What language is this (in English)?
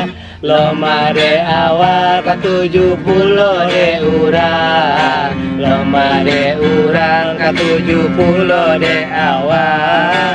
Minangkabau